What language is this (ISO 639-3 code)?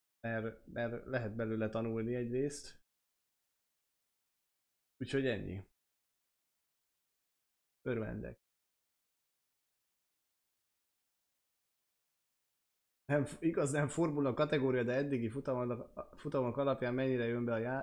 hun